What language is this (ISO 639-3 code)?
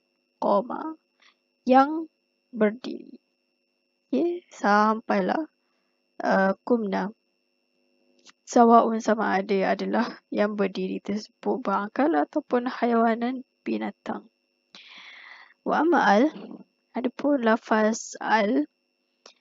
msa